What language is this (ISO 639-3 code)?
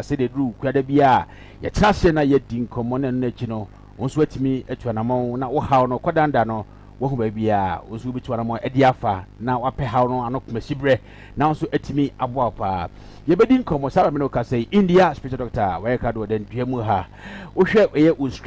aka